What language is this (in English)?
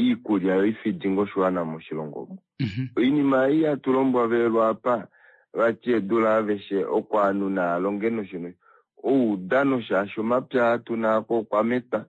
Kuanyama